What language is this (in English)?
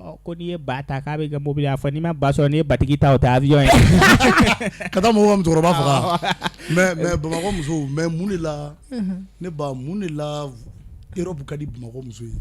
Bambara